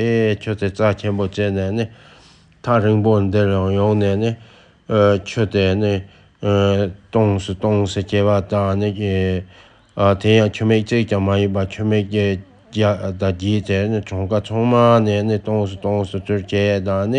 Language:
Tibetan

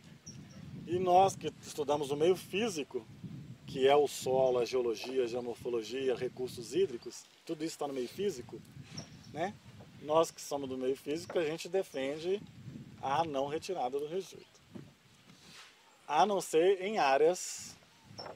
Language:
Portuguese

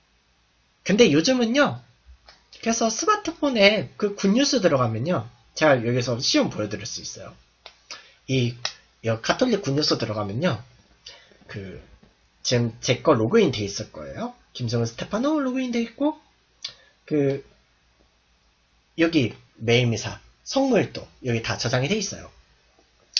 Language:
Korean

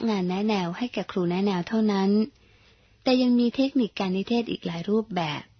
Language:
Thai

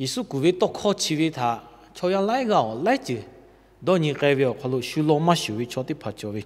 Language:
Lahu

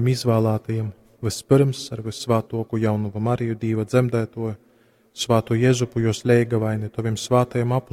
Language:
Latgalian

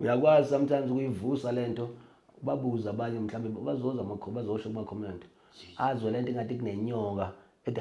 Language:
Zulu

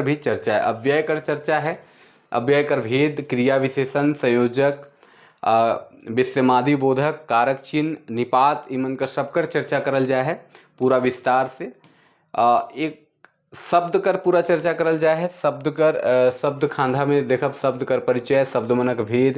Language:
Sadri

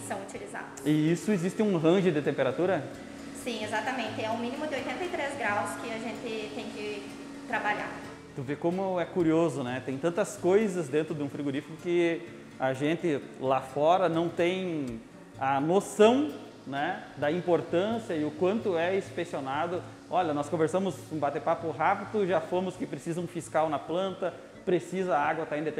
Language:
Portuguese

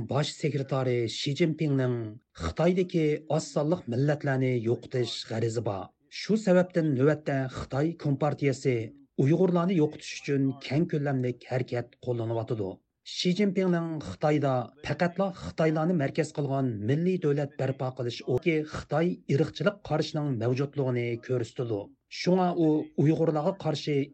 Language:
Uyghur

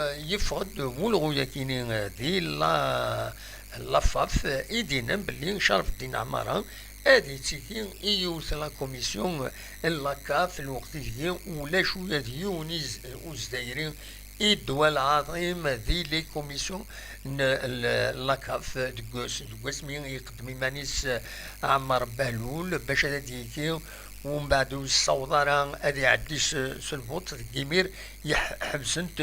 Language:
Kabyle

